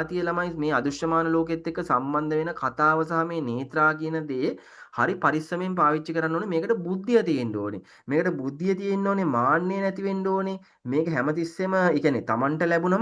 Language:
Sinhala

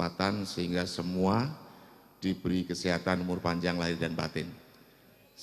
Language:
Banjar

